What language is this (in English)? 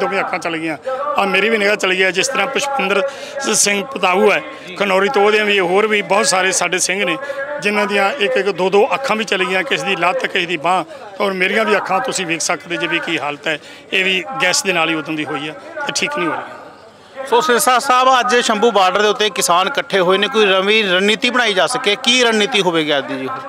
Punjabi